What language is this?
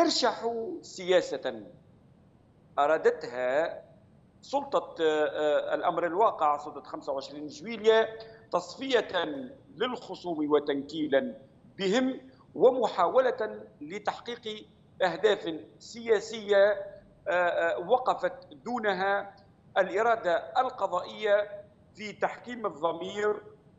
Tunisian Arabic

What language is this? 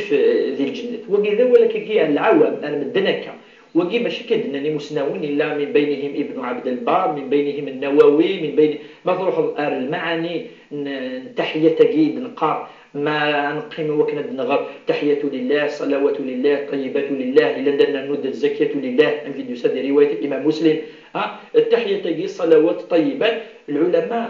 Kabyle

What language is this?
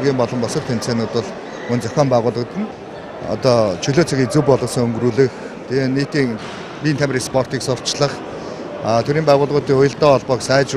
Mongolian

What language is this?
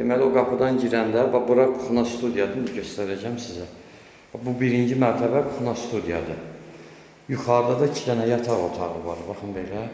Azerbaijani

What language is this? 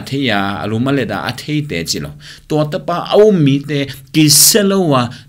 Tedim Chin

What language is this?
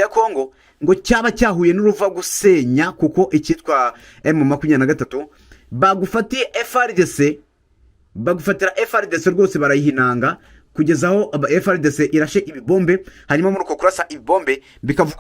Kinyarwanda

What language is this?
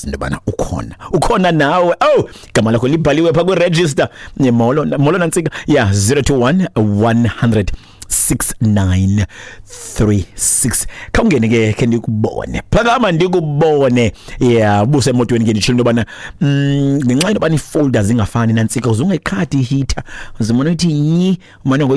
Xhosa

